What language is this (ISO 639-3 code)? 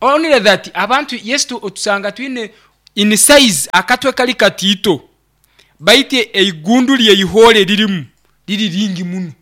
nyo